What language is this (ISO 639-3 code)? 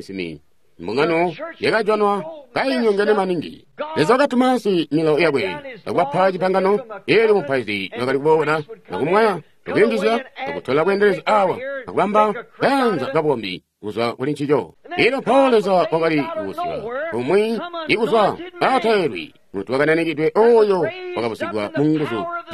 toi